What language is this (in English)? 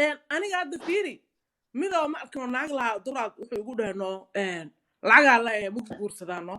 Somali